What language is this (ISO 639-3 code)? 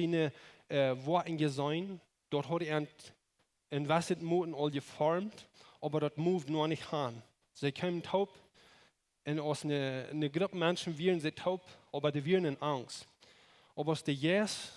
pdt